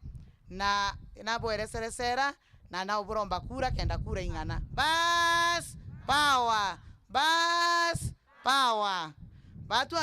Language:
Meru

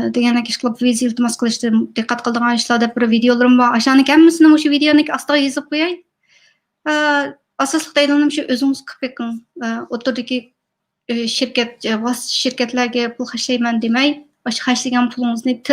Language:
Uyghur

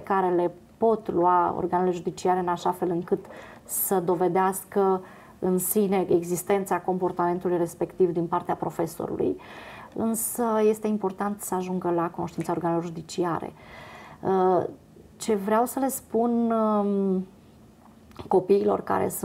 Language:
Romanian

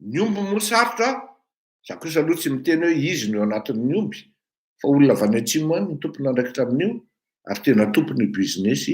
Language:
Malagasy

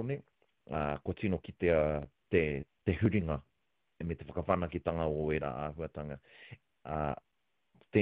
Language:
Māori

